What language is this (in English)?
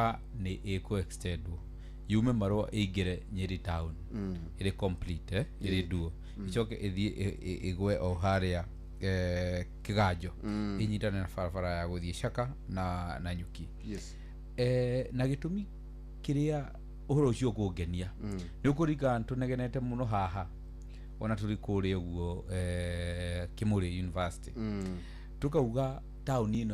Kikuyu